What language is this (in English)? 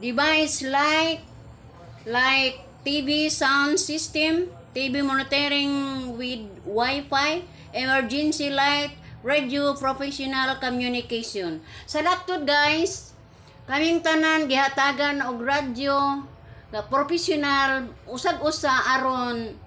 Cebuano